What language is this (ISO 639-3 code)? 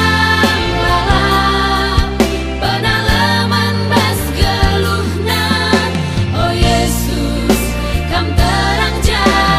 btx